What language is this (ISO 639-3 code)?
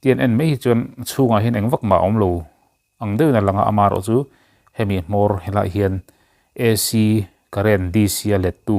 lus